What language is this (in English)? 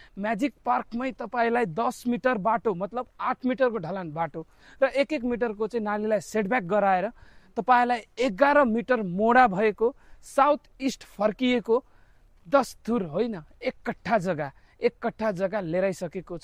Nepali